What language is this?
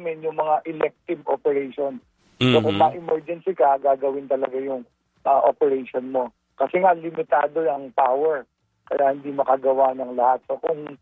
Filipino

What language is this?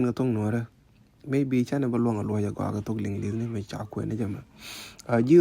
Nuer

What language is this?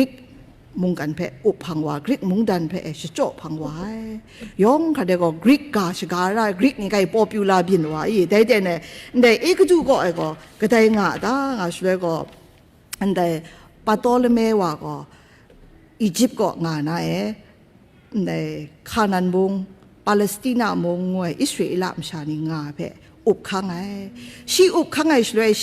Kachin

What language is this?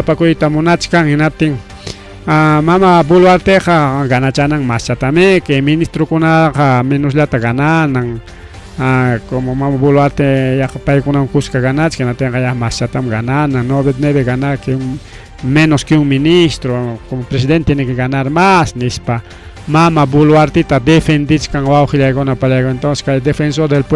Ayacucho Quechua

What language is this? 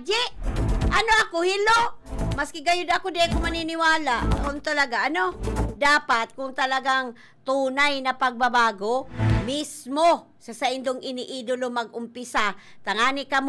Bikol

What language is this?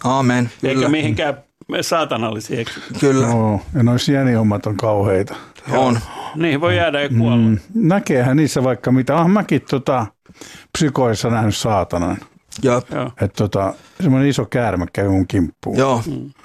Finnish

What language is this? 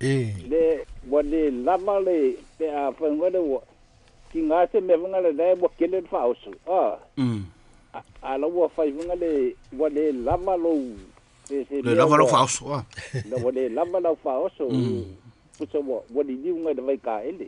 Samoan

